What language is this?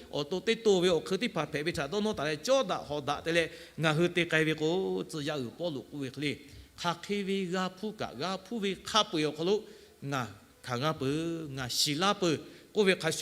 Lahu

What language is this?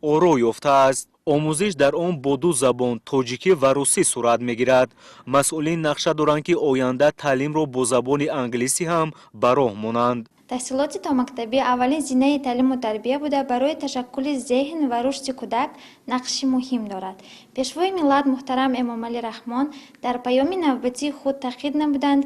Tajik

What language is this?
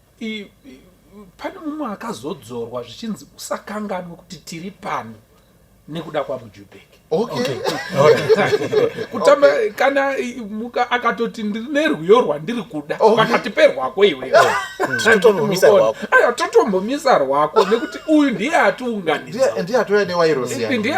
Shona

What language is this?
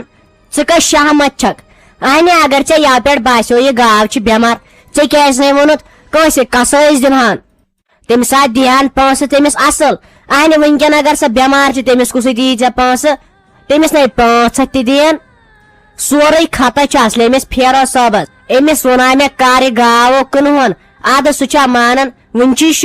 Kashmiri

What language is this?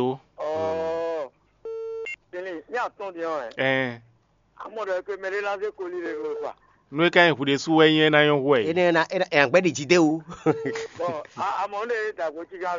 Fon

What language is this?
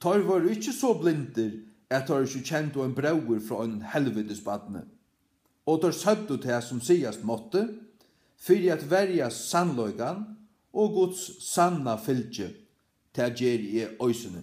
Faroese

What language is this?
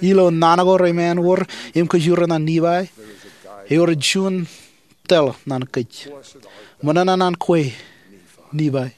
Marshallese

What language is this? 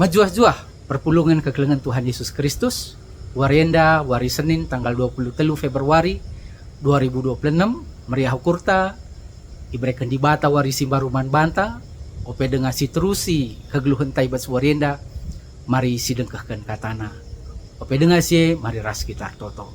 Batak Karo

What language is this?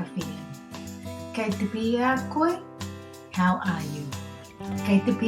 Māori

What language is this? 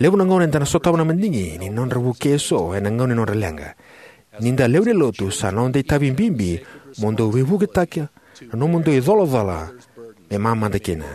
Fijian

